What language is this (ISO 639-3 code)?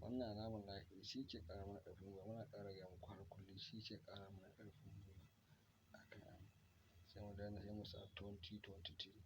hau